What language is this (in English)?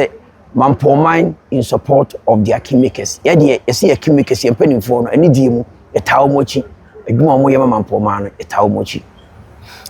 Akan